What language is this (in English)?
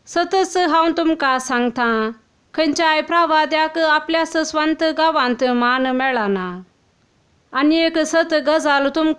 Konkani